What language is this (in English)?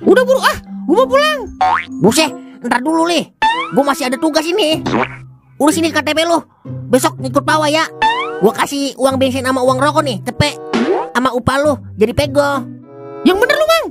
Betawi